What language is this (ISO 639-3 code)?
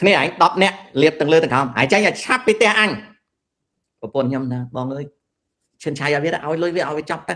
khm